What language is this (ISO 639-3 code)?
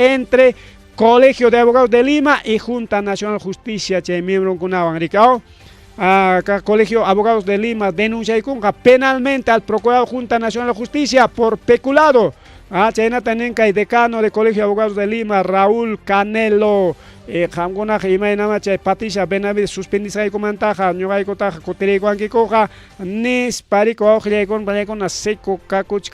quy